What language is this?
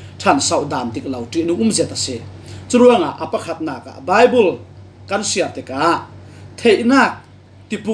Falam Chin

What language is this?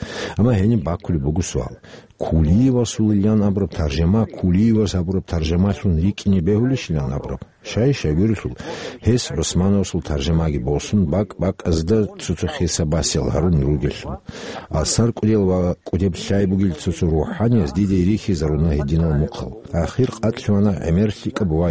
Avaric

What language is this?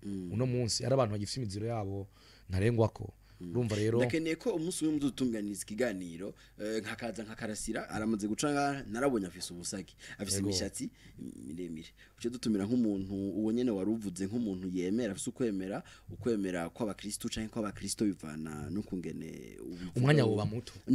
Rundi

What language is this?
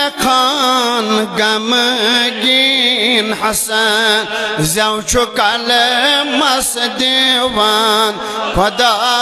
Kashmiri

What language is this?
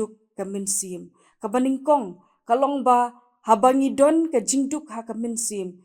Khasi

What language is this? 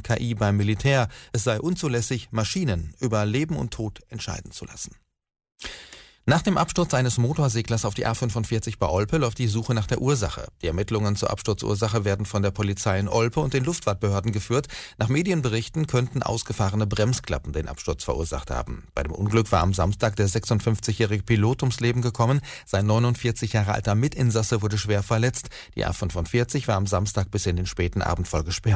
German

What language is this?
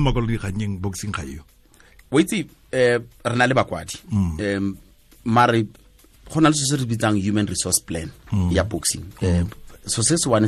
Tswana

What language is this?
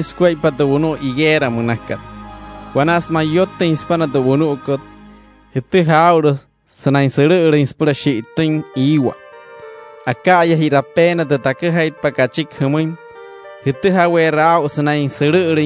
Wayuu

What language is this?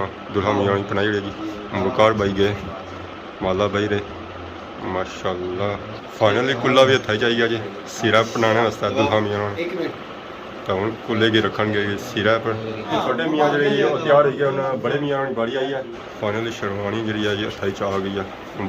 Pahari-Potwari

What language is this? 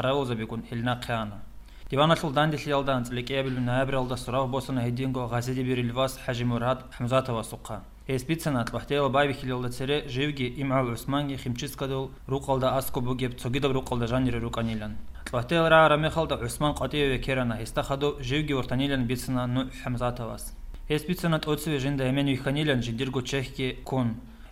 Avaric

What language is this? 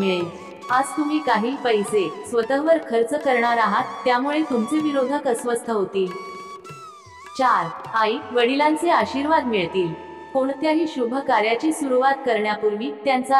Marathi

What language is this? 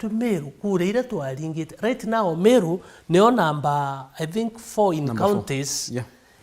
Meru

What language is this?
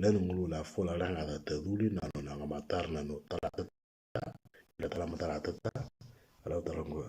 Moro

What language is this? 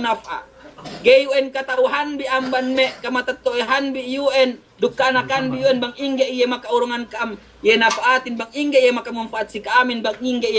Yakan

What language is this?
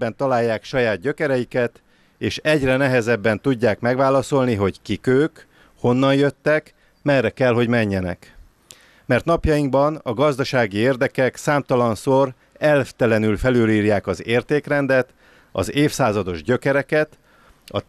Hungarian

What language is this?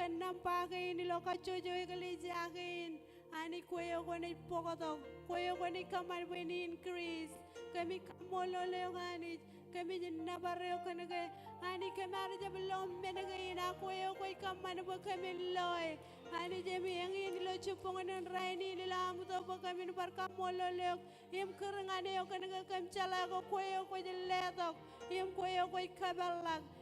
Marshallese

